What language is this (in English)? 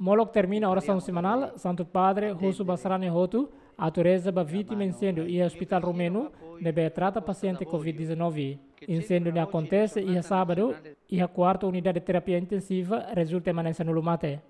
Tetum